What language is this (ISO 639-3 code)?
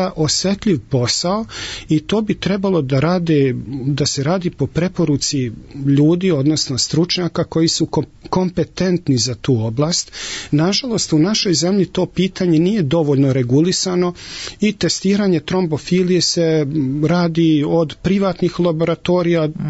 srp